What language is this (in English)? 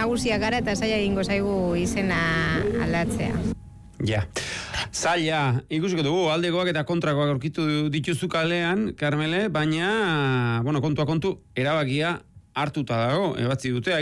Basque